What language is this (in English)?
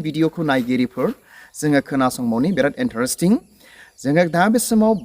Bodo